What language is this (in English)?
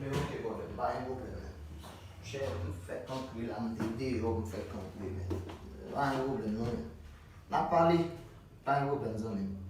Haitian Creole